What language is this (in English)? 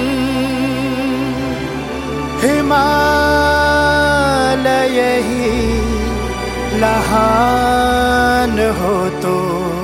Marathi